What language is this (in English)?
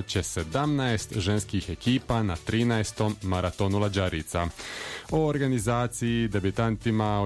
Croatian